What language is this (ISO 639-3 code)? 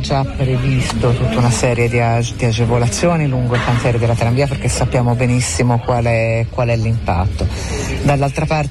ita